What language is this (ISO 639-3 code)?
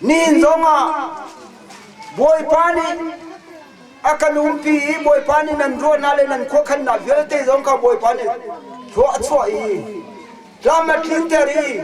cnh